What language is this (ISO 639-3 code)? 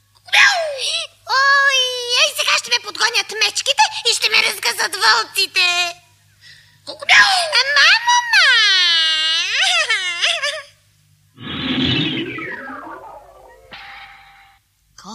bul